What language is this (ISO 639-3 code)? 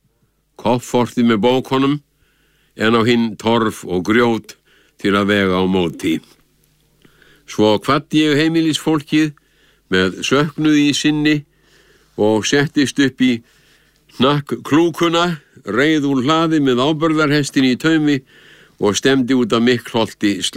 isl